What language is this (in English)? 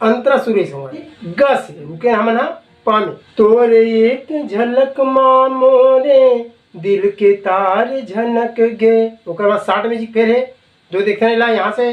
Chhattisgarhi